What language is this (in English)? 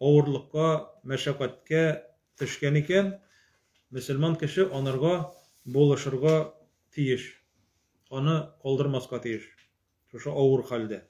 Tatar